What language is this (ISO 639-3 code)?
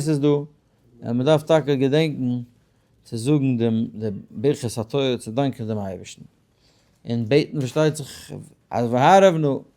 yid